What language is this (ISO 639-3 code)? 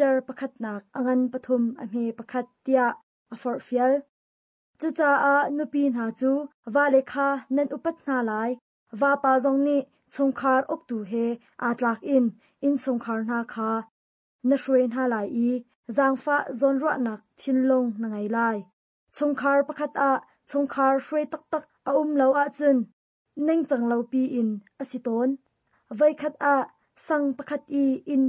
cnh